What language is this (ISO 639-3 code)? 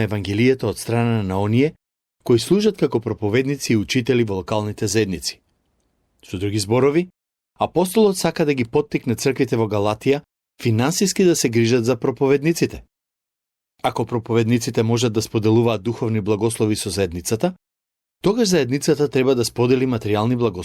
mkd